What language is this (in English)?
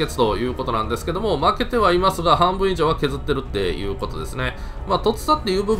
Japanese